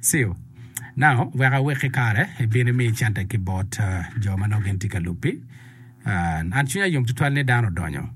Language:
Acoli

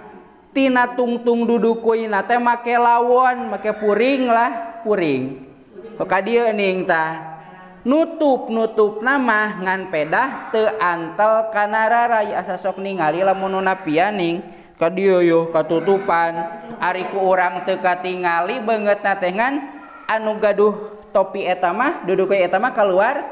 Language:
Sundanese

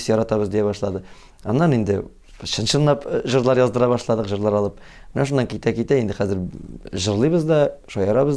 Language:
Tatar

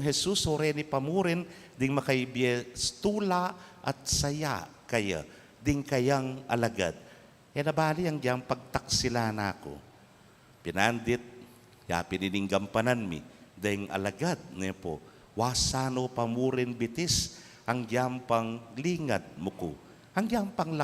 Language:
Pampanga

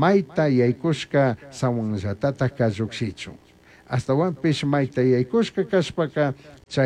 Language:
Chimborazo Highland Quichua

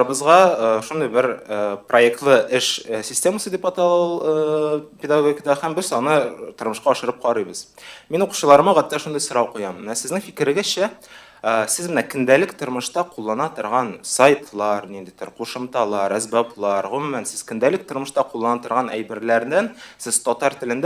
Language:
Tatar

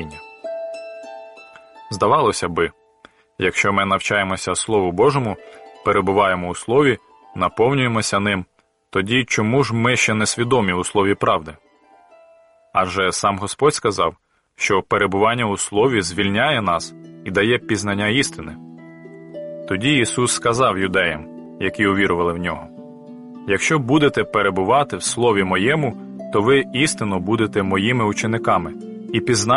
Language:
Ukrainian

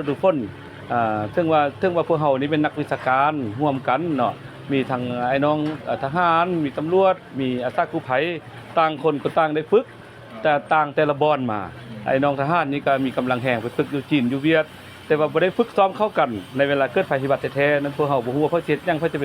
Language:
Lao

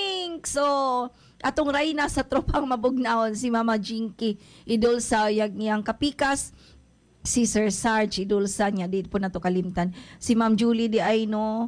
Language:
Cebuano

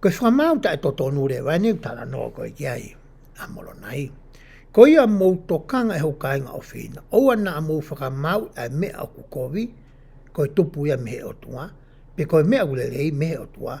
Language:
Tongan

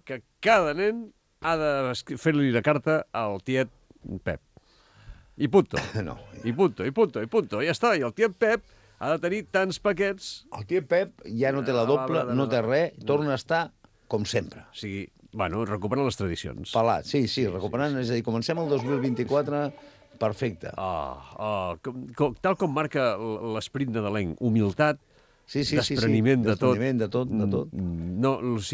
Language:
Catalan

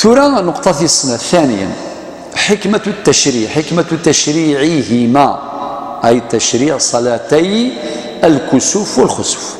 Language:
Kabyle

